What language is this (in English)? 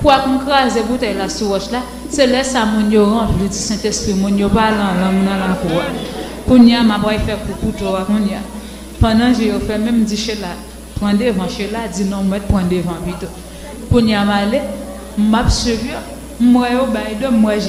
Haitian Creole